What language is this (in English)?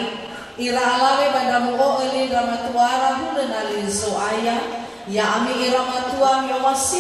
Nias